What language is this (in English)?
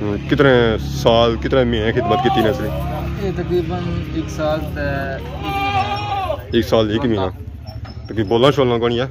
Pahari-Potwari